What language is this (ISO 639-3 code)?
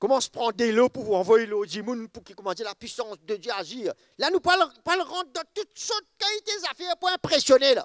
mfe